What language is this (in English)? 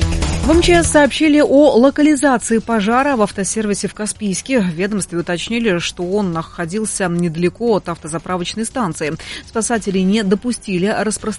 Russian